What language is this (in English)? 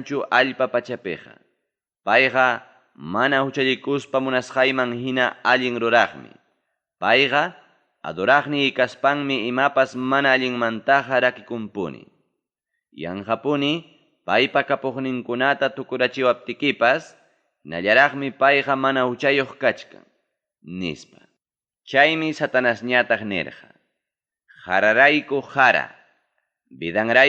Ayacucho Quechua